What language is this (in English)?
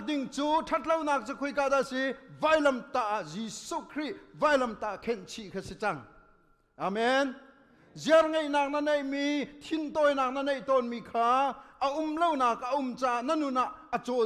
Hakha Chin